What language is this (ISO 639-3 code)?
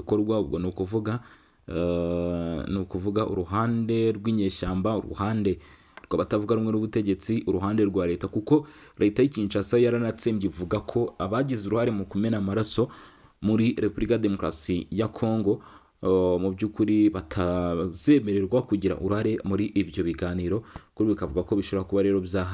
kin